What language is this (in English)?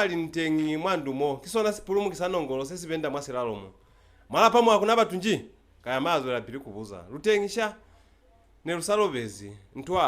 Lozi